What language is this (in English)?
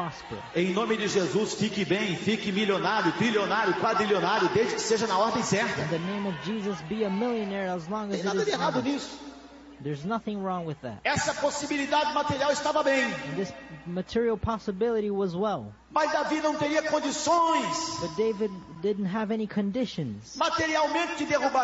Portuguese